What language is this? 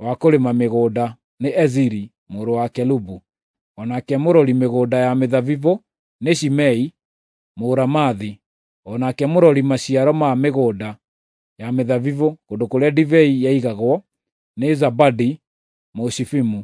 Kikuyu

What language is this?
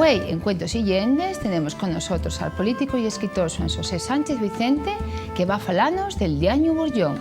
Asturian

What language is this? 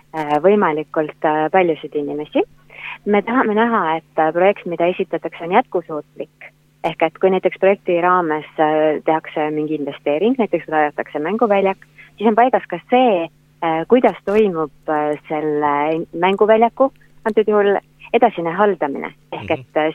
Estonian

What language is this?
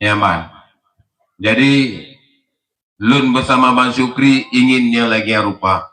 Achinese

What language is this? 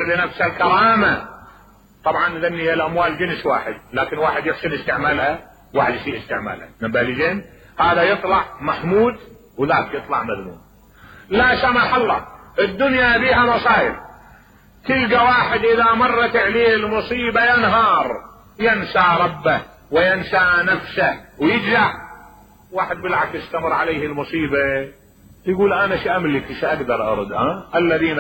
Mesopotamian Arabic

